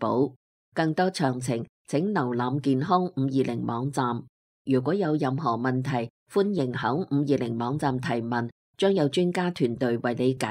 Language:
Cantonese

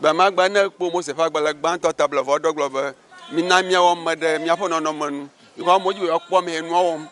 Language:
Ewe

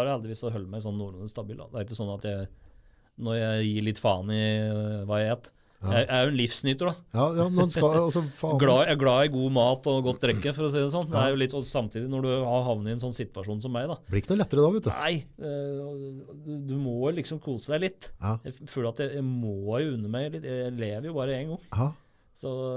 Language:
Norwegian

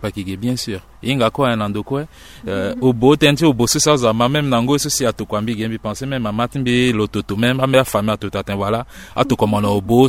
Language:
Sango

